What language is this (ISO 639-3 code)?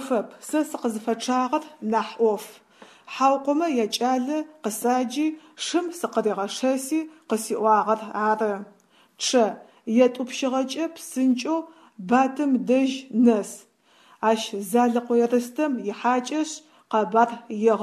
ady